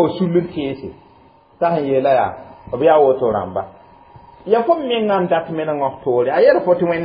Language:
Mossi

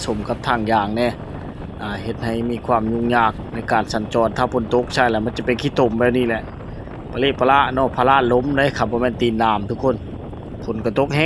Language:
Lao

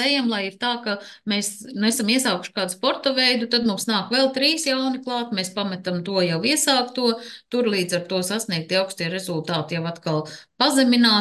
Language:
Latvian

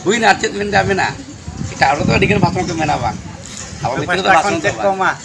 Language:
Santali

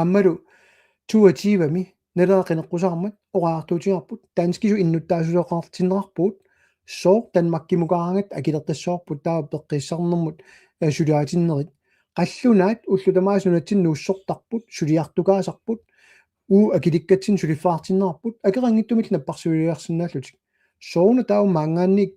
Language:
Kalaallisut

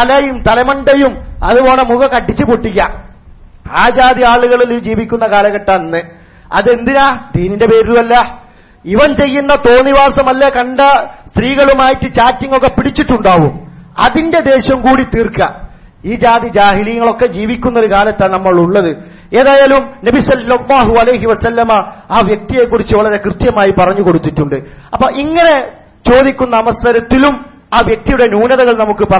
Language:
Malayalam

